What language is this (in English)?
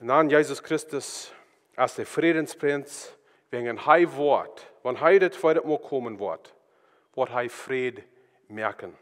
Plautdietsch